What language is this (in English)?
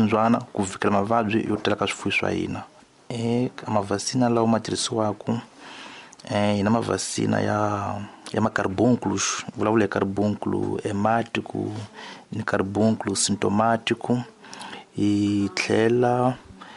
Tsonga